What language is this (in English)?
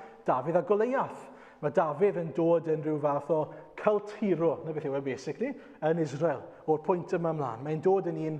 Welsh